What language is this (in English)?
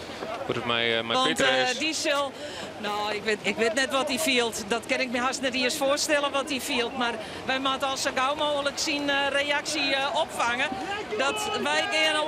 Western Frisian